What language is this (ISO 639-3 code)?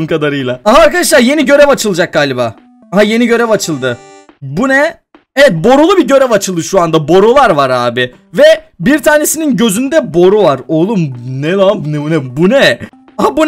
tur